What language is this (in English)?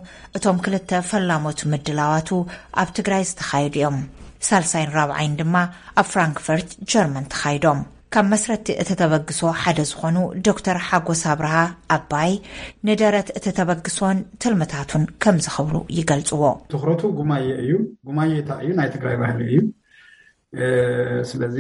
Tigrinya